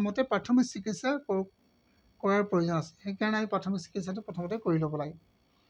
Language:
Assamese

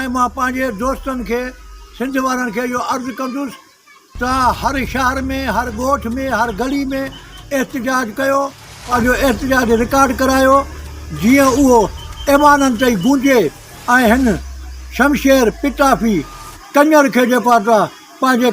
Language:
Sindhi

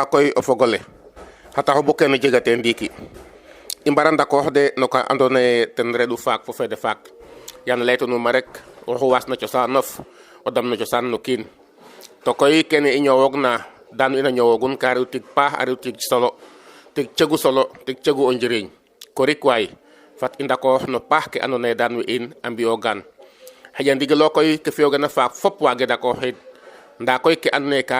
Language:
Serer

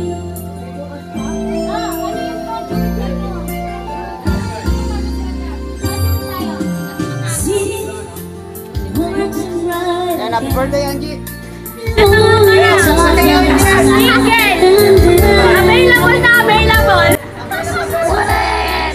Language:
Filipino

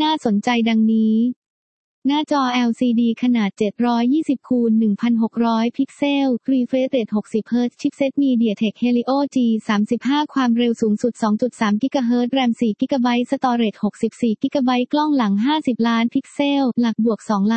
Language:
Thai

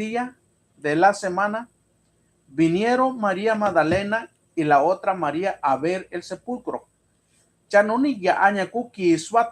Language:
Mixtepec Mixtec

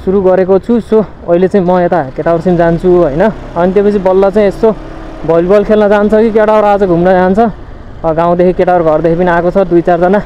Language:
Nepali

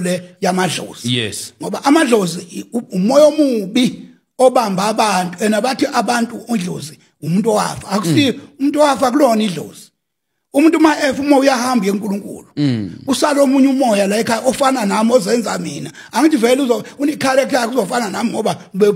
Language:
Zulu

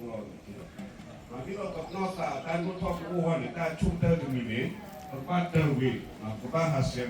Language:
S'gaw Karen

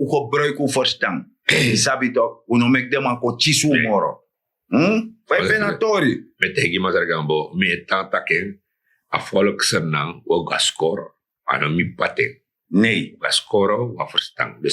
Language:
Sranan Tongo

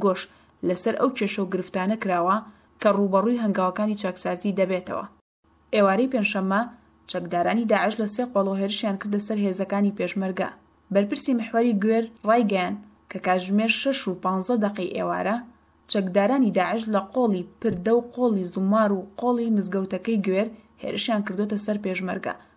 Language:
Central Kurdish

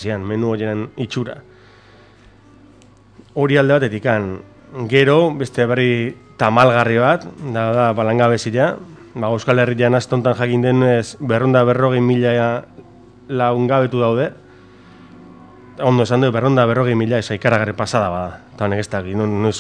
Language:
Basque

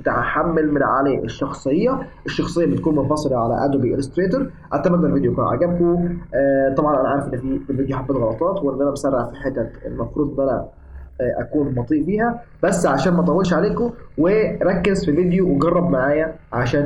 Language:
Egyptian Arabic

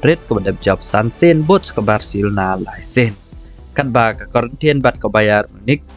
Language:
Khasi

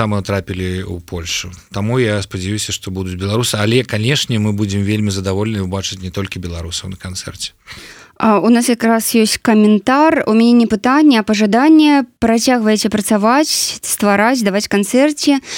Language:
Belarusian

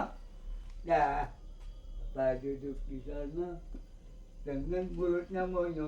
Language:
Betawi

